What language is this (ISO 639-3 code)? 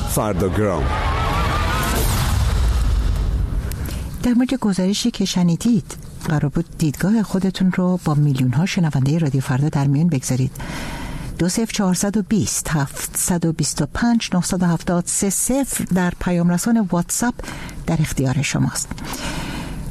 fas